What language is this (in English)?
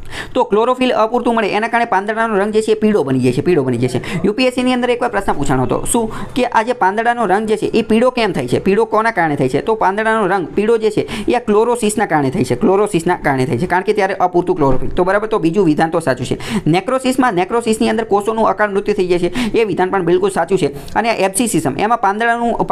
Gujarati